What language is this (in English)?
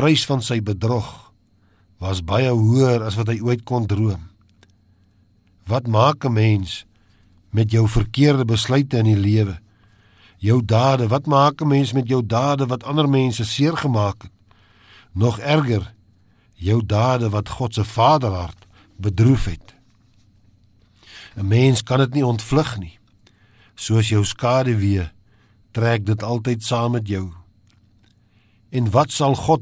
Afrikaans